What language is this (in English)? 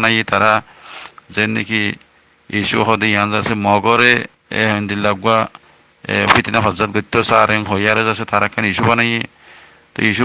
Rohingya